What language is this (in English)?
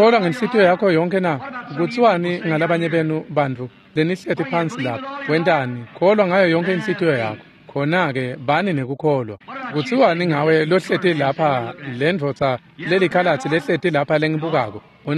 Swati